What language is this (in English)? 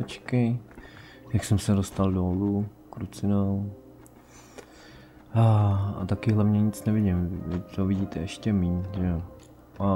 Czech